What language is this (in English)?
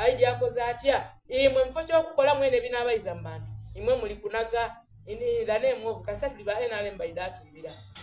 Soga